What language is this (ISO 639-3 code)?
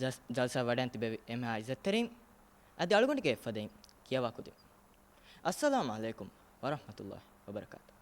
div